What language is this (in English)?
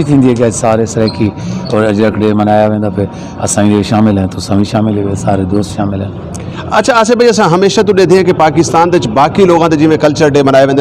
Saraiki